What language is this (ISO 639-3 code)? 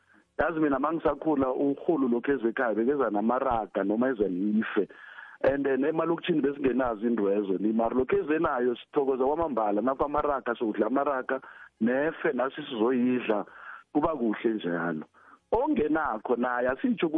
nbl